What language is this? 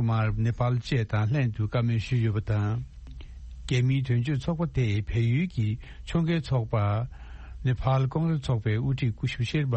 Tibetan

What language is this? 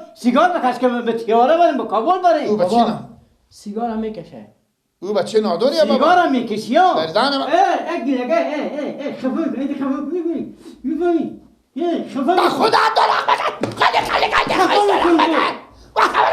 Persian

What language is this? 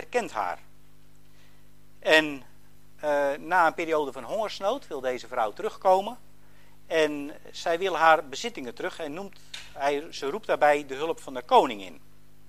Dutch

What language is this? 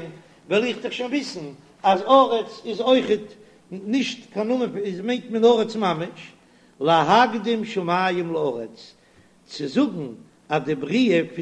Yiddish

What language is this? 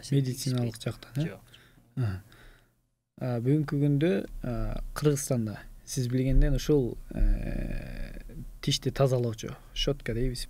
Kyrgyz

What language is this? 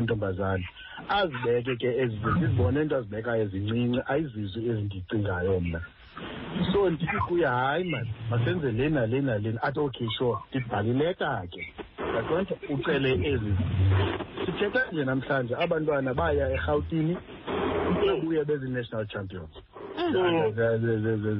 Xhosa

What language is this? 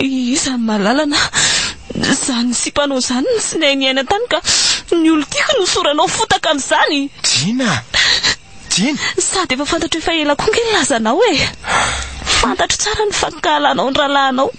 Malagasy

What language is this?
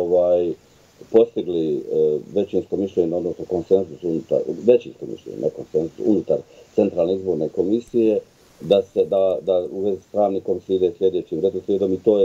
Bosnian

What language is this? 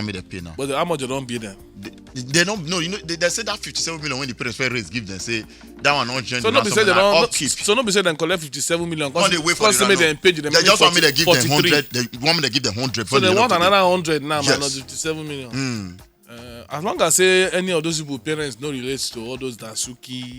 Nigerian Pidgin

